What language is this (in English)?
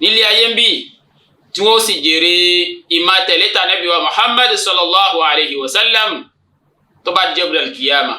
Yoruba